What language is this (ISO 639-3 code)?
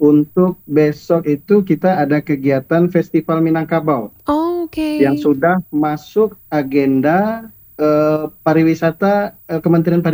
ind